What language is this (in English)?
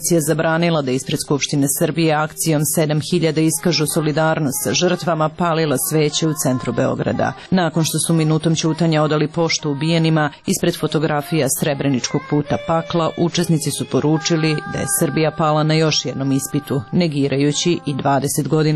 Serbian